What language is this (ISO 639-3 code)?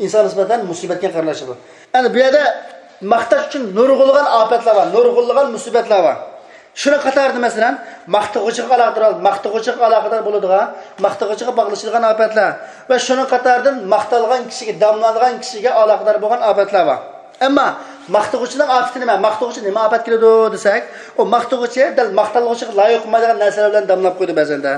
uig